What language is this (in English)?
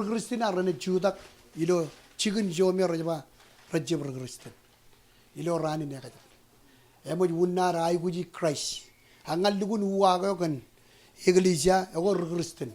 Marshallese